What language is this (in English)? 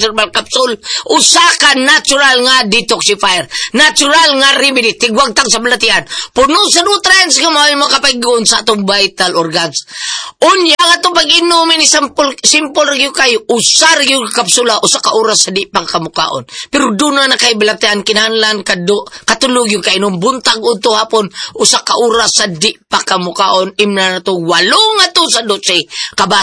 Cebuano